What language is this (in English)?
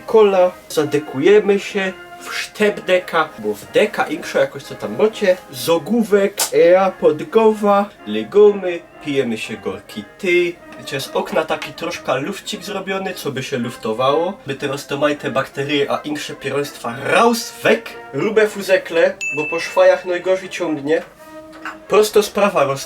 Silesian